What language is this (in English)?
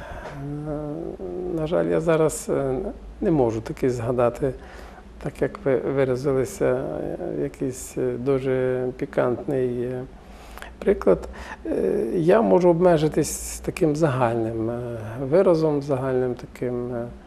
Ukrainian